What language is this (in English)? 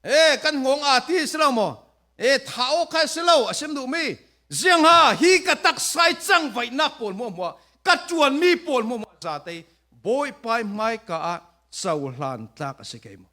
Falam Chin